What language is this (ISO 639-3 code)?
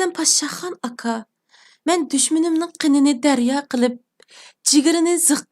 uig